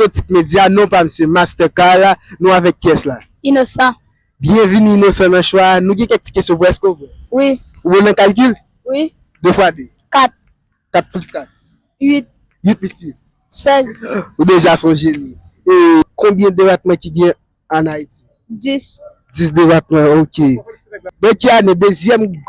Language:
Haitian Creole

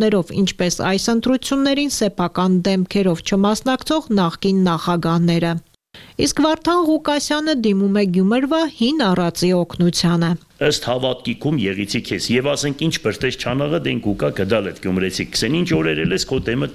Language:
Armenian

